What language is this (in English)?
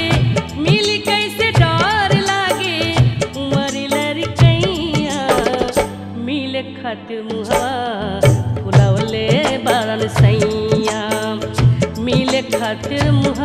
Bhojpuri